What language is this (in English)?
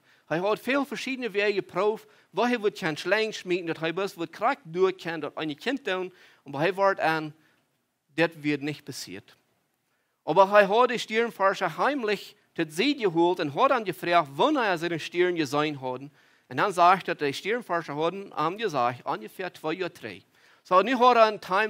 Plautdietsch